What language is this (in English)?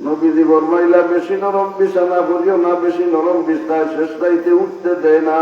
Sylheti